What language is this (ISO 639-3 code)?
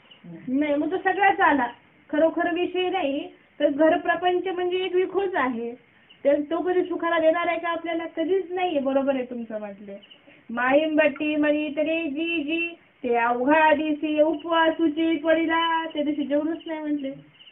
mar